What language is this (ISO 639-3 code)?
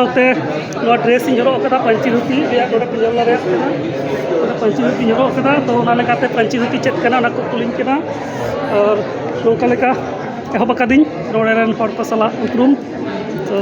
sat